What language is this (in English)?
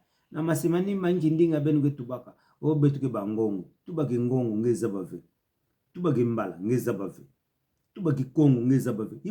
Kituba (Democratic Republic of Congo)